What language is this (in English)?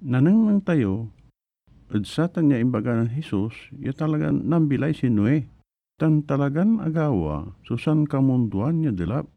Pangasinan